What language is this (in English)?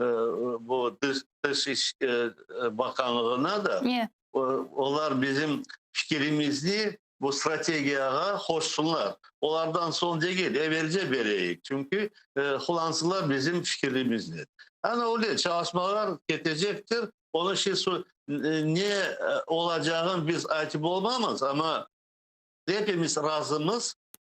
Crimean Tatar